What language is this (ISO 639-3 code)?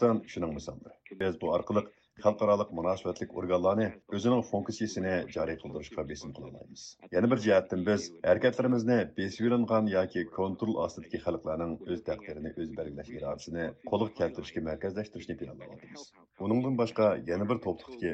uig